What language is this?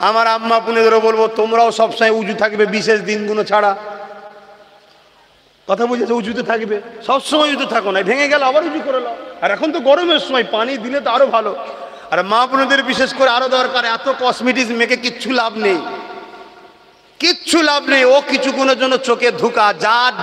Bangla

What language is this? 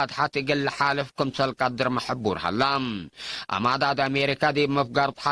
Tigre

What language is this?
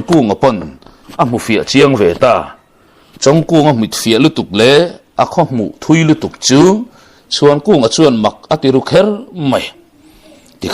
Mizo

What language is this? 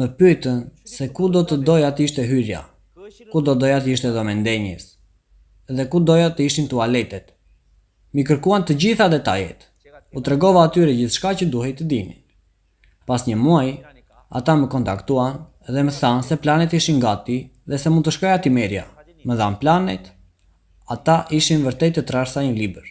Albanian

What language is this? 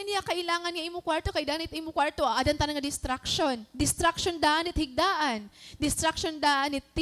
Waray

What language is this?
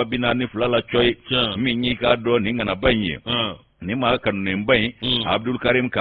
Bambara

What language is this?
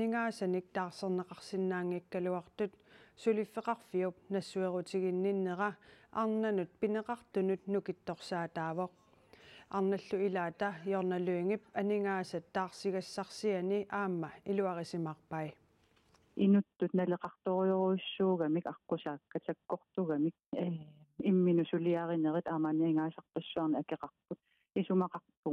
Kalaallisut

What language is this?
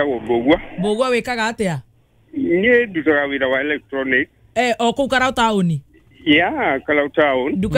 Kikuyu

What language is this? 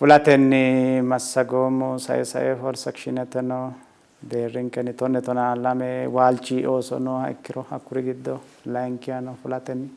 Sidamo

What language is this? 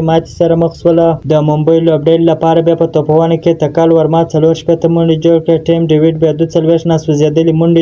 Pashto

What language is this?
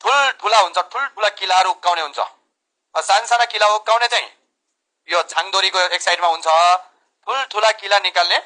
Nepali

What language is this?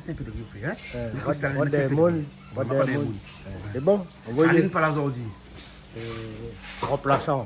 Réunion Creole French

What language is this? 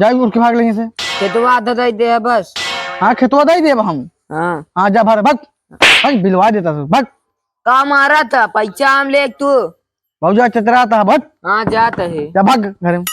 Awadhi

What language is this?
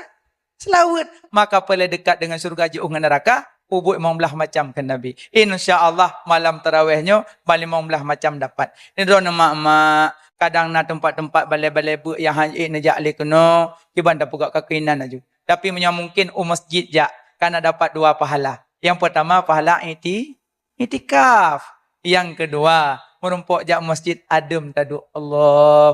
Achinese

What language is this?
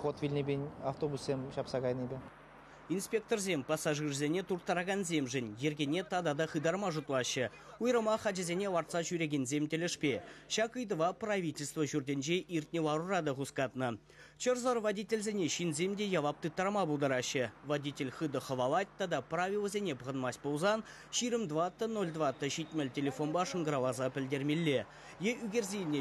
Chuvash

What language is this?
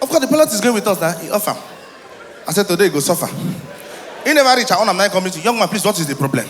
Nigerian Pidgin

